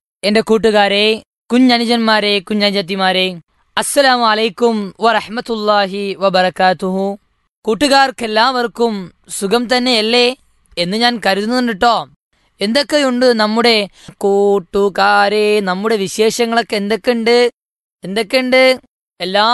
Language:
Malayalam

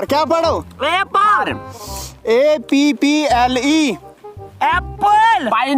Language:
Kashmiri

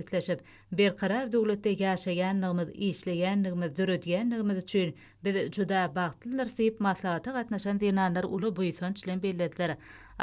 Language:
Turkmen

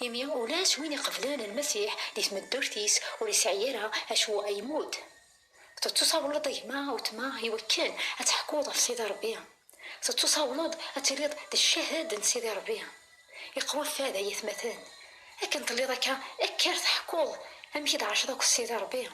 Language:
Kabyle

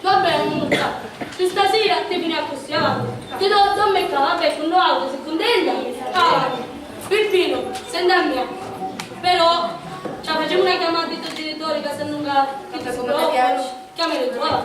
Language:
Sicilian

